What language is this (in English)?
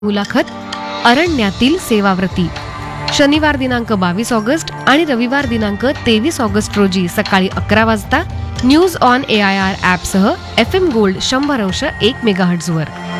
Marathi